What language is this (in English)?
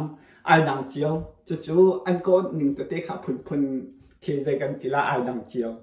Hakha Chin